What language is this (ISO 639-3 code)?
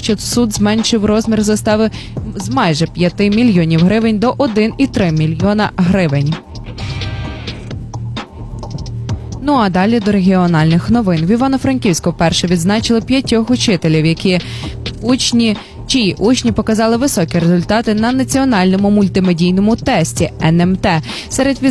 ukr